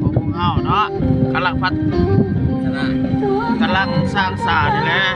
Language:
Lao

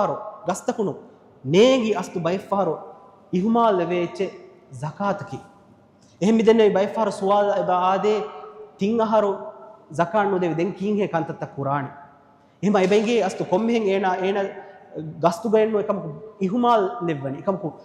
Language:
Divehi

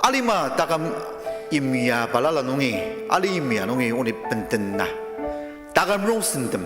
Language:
Ao Naga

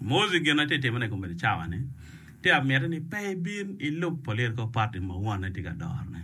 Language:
Acoli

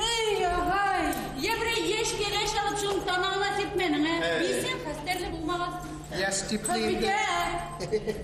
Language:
Bashkir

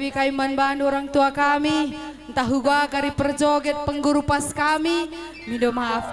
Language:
Batak Karo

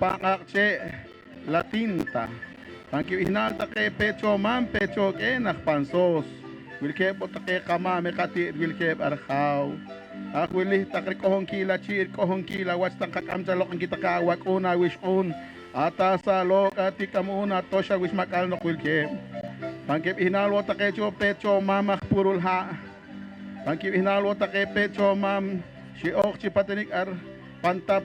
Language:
Poqomchi'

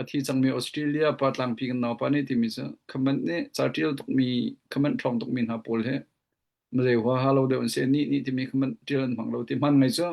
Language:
Hakha Chin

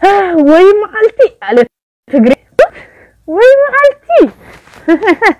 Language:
Oromo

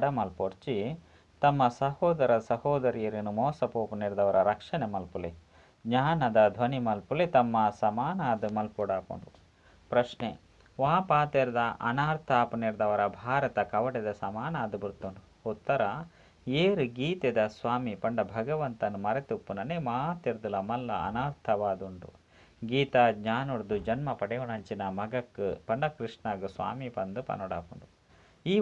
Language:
Tulu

